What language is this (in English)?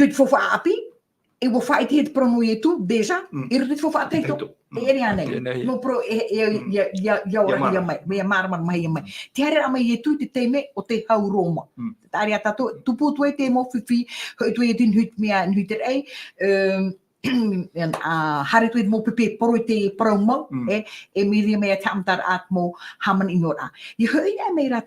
Tahitian